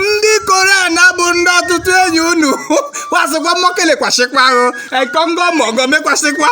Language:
Igbo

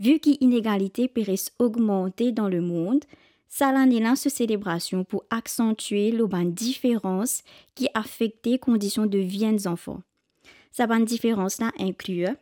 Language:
Morisyen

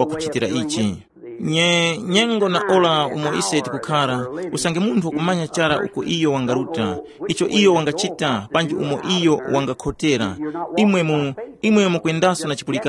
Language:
Tumbuka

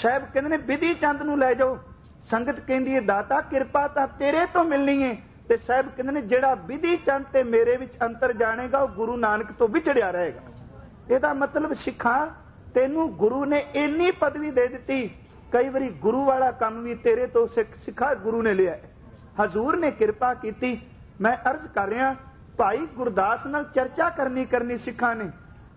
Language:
Punjabi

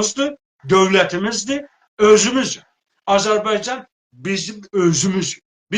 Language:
South Azerbaijani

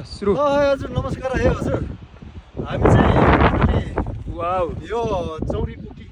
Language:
Nepali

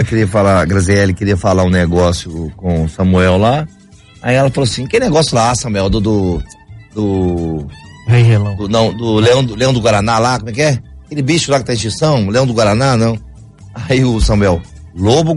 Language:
Portuguese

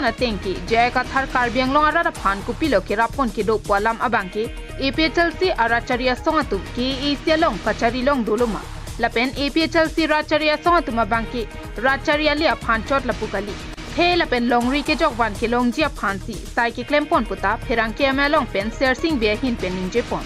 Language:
Karbi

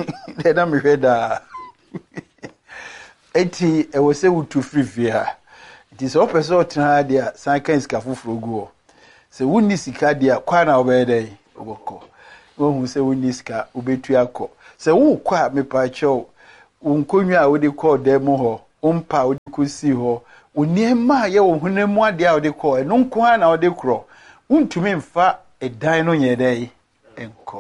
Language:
Akan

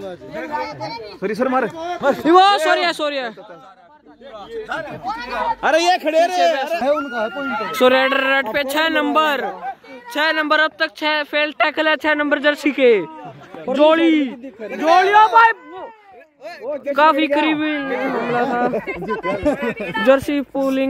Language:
Hindi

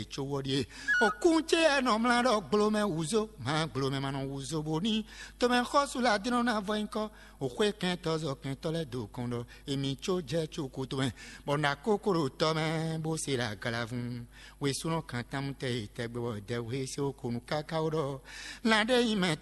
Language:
Fon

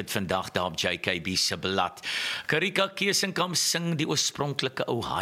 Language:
Afrikaans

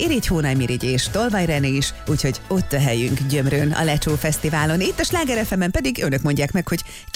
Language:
Hungarian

